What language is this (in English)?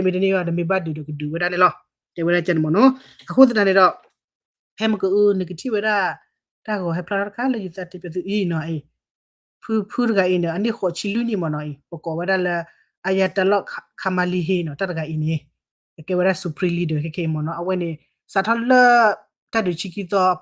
S'gaw Karen